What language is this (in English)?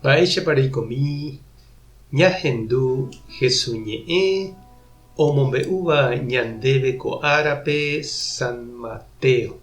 Guarani